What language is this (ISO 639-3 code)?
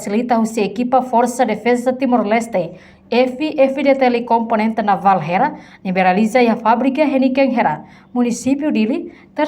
tet